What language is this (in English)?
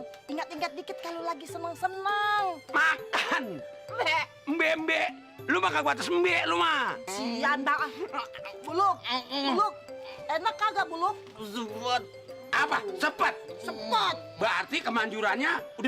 Betawi